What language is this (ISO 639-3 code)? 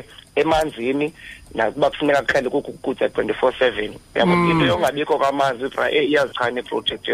xho